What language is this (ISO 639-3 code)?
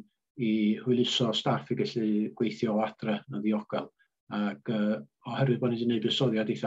cym